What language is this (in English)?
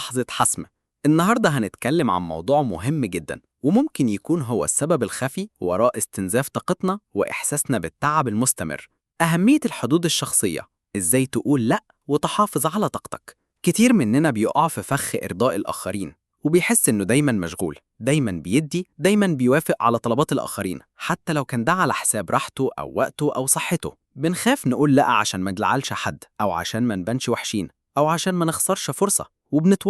Egyptian Arabic